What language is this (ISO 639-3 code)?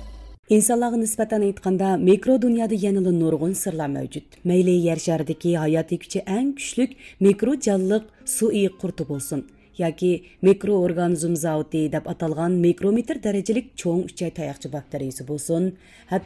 uig